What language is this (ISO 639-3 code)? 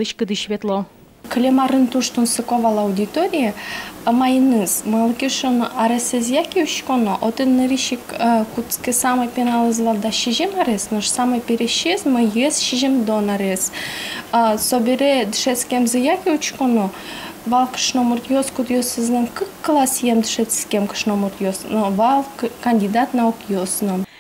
udm